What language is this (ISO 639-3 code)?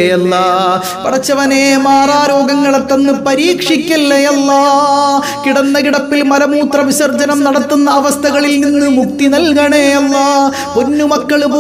mal